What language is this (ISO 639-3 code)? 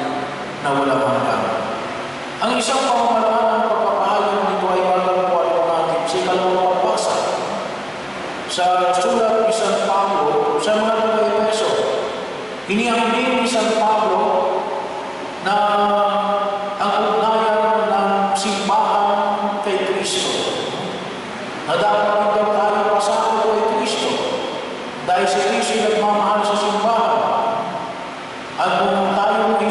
fil